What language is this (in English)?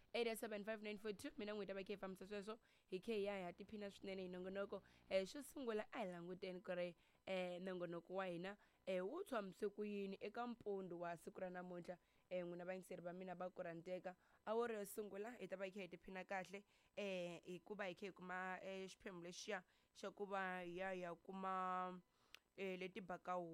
Tsonga